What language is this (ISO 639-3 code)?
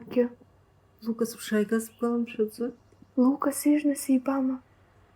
abk